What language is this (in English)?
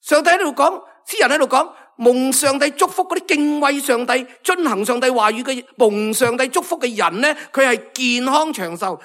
Cantonese